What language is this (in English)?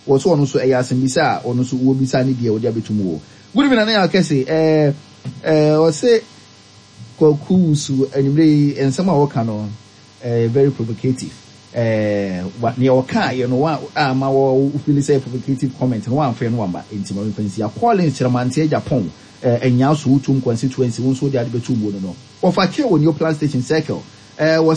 Akan